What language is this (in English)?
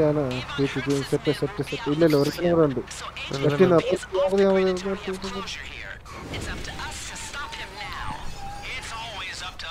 Malayalam